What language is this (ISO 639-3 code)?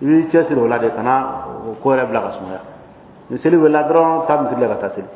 dyu